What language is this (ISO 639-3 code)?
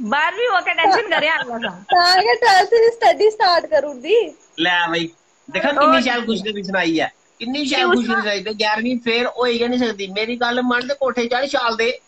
doi